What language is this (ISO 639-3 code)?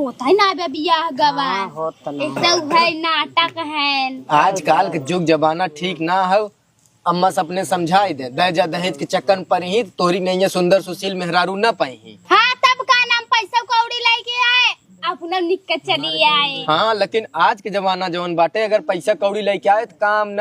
awa